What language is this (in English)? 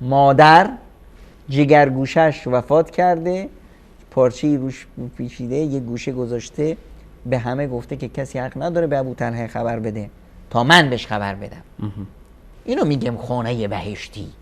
Persian